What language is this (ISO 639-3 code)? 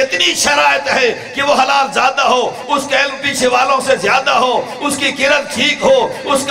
urd